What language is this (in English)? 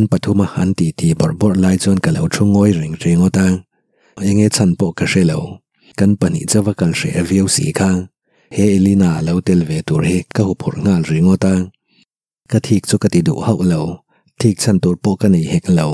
Mizo